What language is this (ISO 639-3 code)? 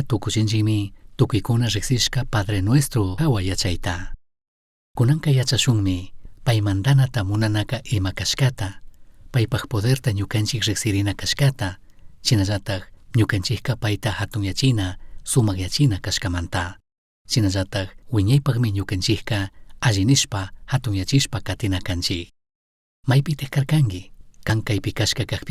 qug